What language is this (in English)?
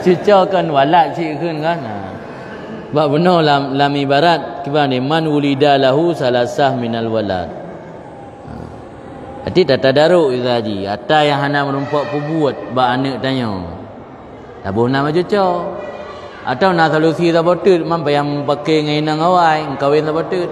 Achinese